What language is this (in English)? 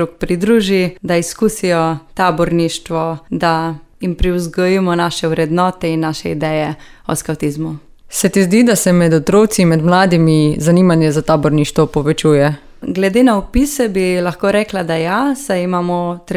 Slovenian